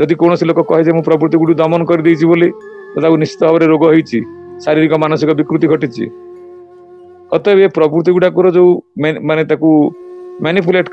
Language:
Odia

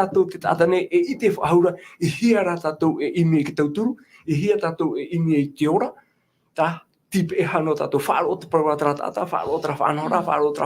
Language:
Tahitian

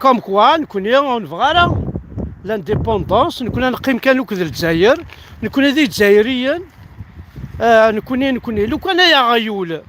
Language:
Kabyle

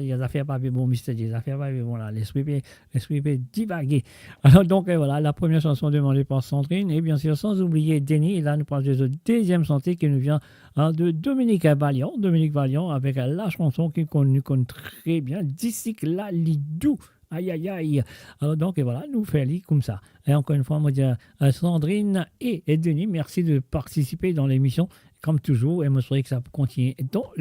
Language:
Morisyen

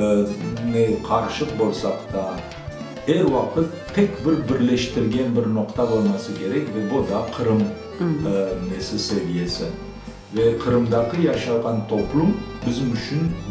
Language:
Crimean Tatar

